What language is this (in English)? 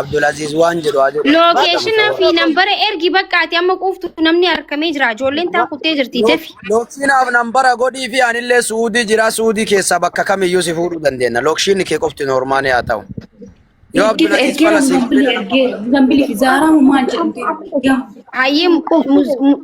Oromo